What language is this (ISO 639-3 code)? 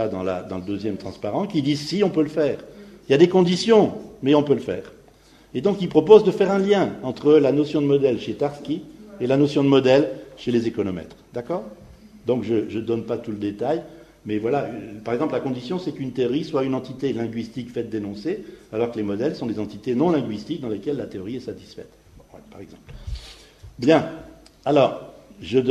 fra